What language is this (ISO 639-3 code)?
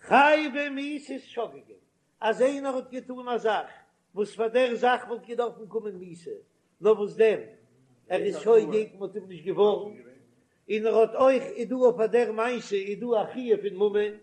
yid